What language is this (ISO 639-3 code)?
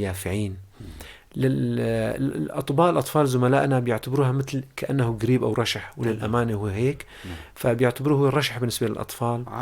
apc